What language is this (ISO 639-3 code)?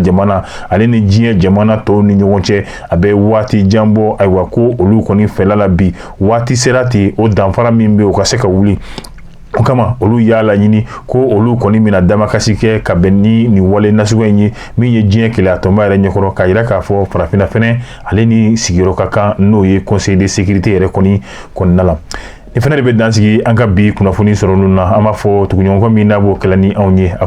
bam